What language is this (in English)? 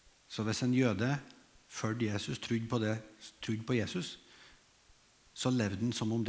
Norwegian